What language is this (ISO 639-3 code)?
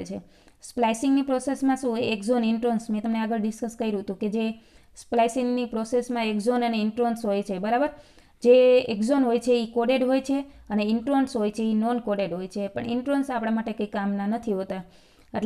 guj